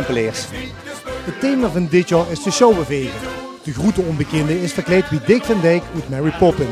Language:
Limburgish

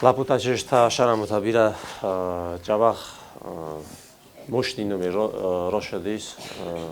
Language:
Ossetic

